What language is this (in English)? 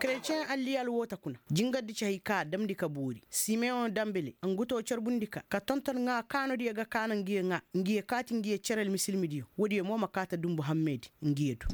Koyraboro Senni